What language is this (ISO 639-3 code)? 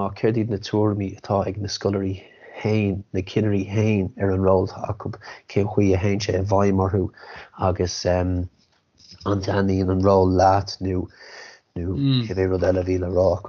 gle